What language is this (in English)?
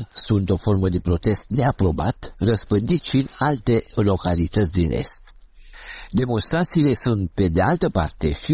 Romanian